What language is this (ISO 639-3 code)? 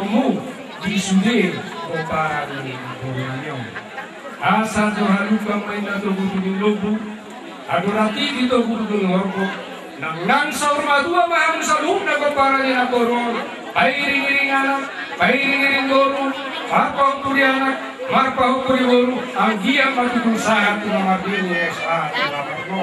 bbc